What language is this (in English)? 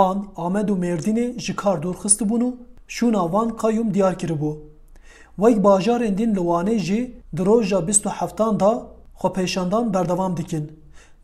Kurdish